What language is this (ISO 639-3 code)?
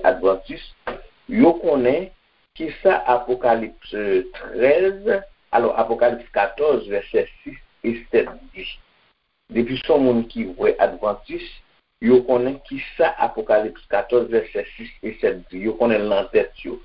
hat